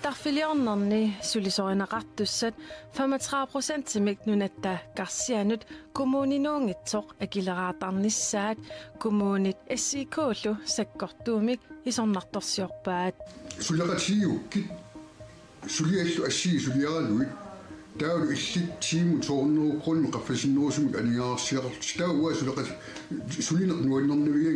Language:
Kalaallisut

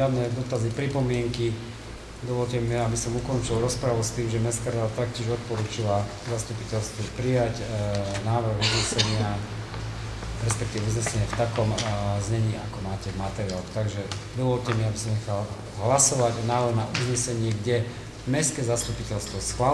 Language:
Slovak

